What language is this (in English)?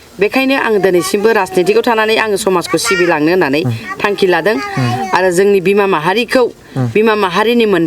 Bodo